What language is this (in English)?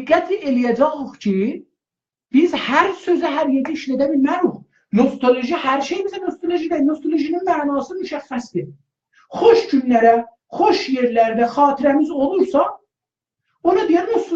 South Azerbaijani